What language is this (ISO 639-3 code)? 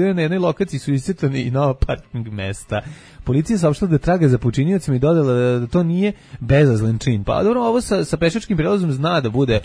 srp